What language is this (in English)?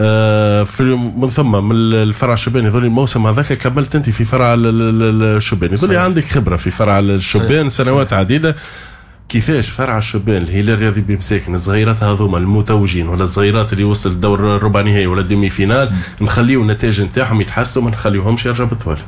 Tunisian Arabic